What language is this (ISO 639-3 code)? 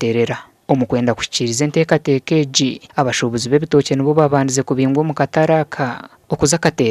nyn